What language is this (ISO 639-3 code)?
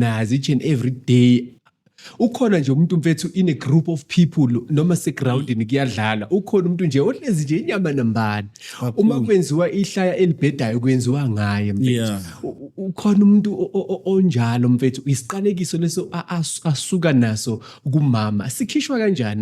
zul